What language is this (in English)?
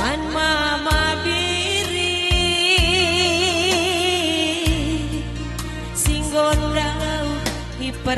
Batak Karo